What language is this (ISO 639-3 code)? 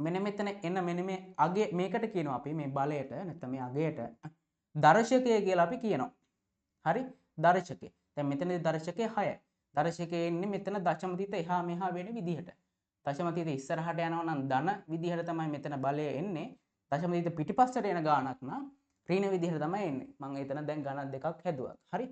sin